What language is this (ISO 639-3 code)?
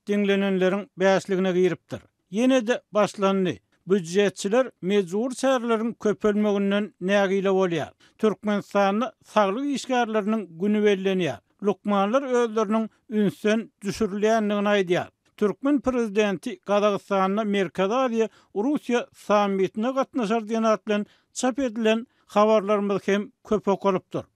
tuk